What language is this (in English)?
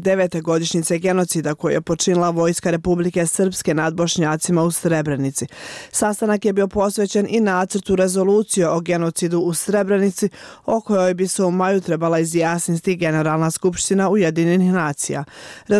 Bosnian